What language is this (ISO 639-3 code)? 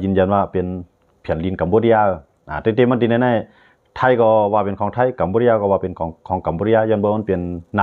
shn